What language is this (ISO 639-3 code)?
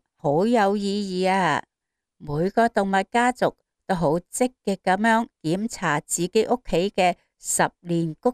yue